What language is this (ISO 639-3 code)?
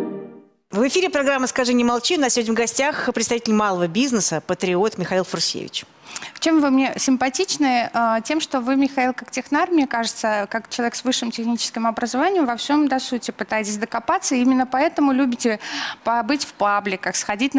rus